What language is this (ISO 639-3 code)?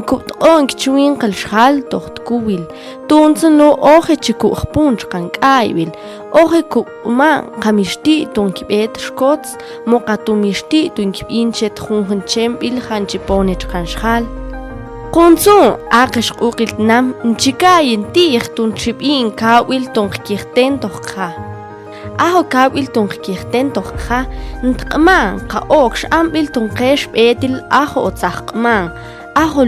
mam